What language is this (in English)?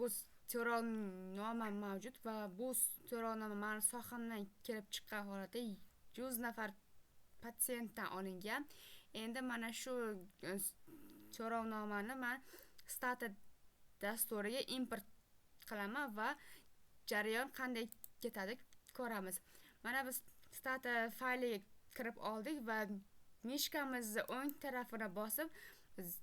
Uzbek